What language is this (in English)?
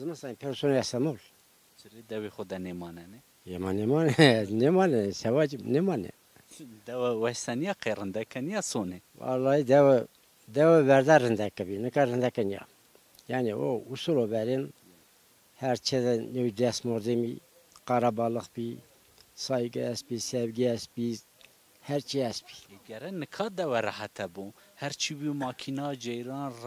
Zaza